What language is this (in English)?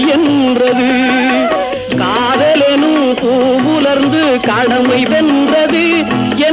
Tamil